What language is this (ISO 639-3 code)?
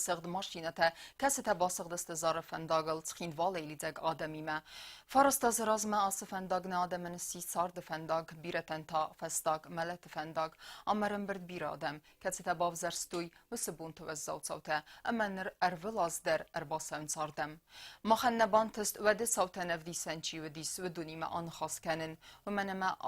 oss